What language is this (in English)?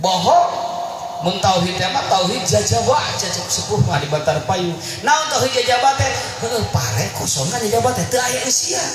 Sundanese